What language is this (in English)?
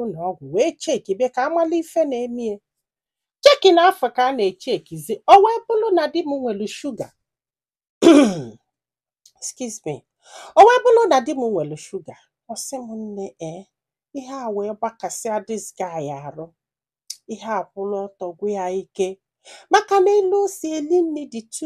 Igbo